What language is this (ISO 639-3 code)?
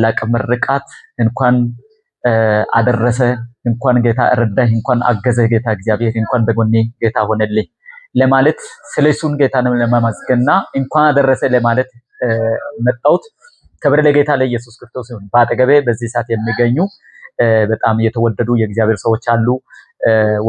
amh